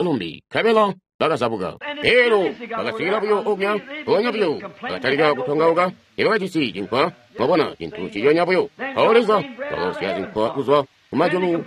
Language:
Tonga (Zambia)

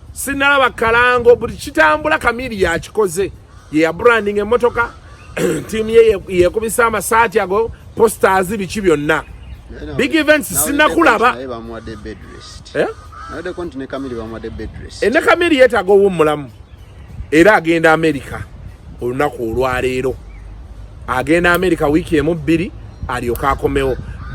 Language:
Ganda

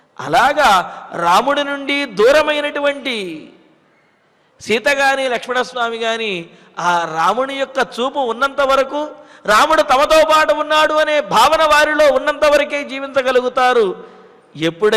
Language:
Telugu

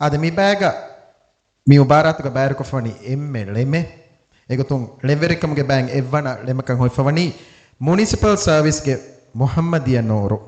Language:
Divehi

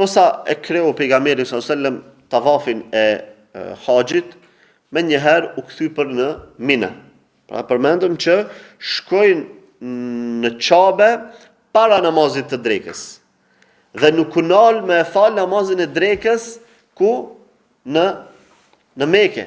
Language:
Albanian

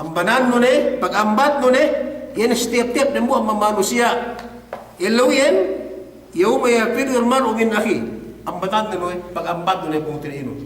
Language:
Yakan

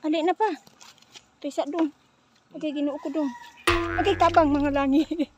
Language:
Cebuano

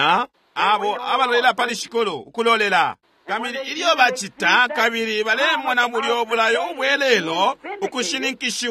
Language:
Bemba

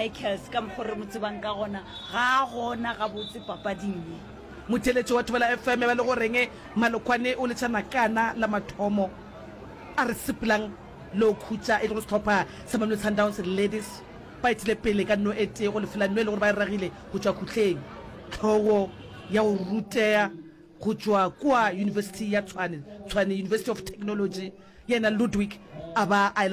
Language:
Northern Sotho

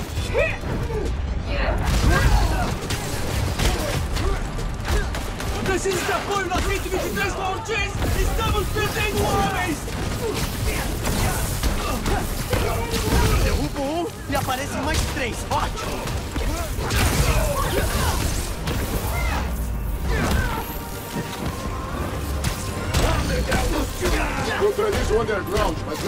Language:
Portuguese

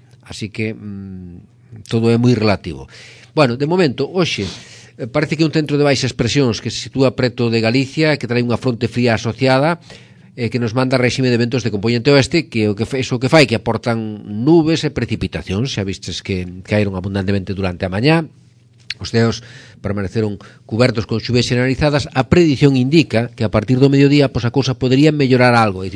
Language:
Galician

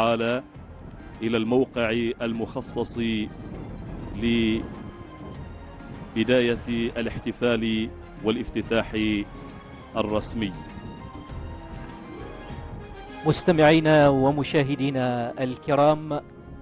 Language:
Arabic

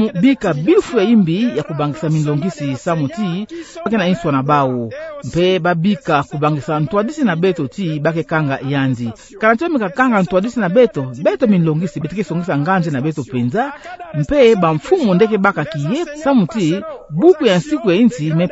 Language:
Kituba (Democratic Republic of Congo)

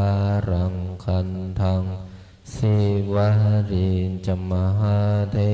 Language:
Pali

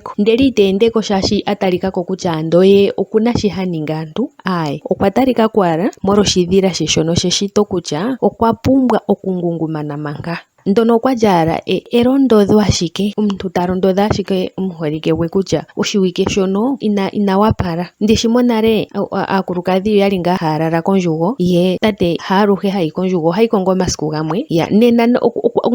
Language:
Ndonga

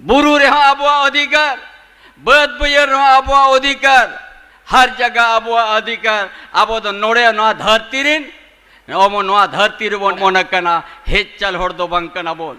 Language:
Santali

